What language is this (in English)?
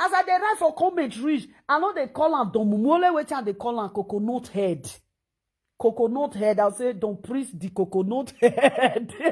Nigerian Pidgin